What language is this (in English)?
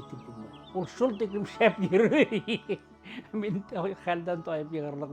Bashkir